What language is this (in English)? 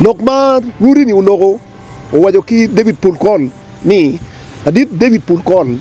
Acoli